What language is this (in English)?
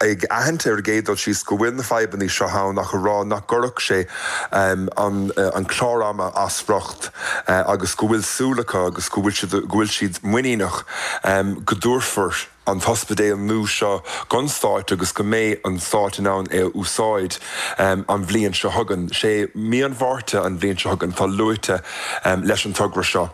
Irish